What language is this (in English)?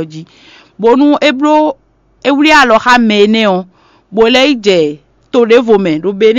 Fon